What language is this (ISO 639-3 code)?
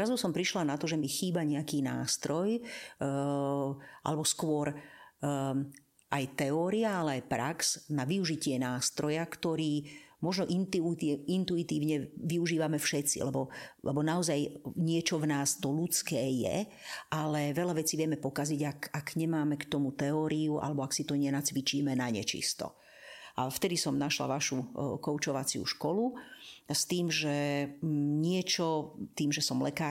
slk